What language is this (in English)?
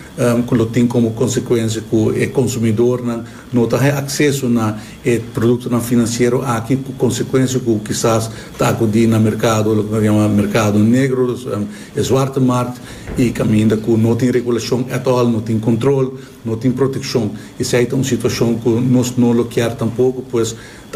Papiamento